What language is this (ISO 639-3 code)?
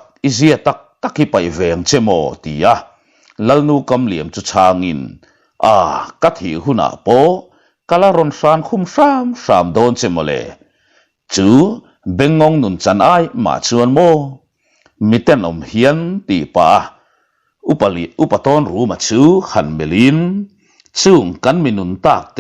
lus